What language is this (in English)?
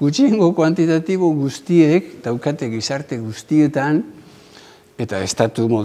Basque